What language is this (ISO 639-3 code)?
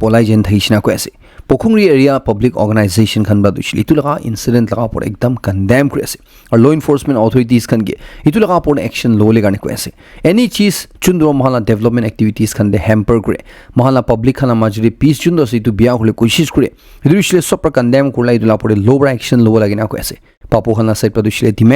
nag